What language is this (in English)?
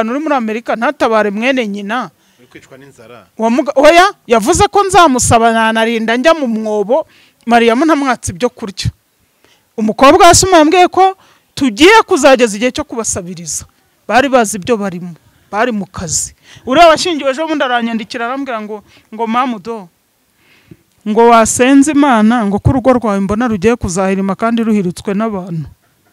Kinyarwanda